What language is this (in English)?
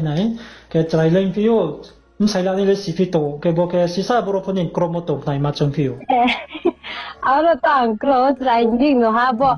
Riang (India)